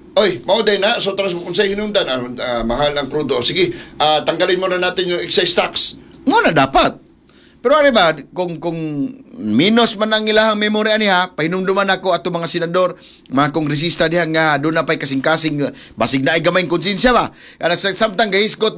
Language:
Cebuano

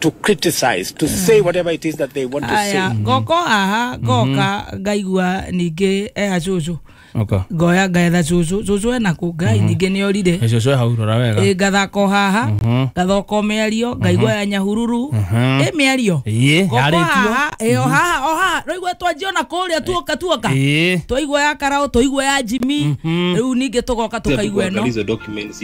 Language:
Kikuyu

